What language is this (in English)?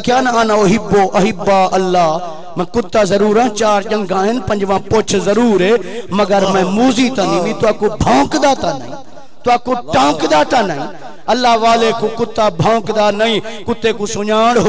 Saraiki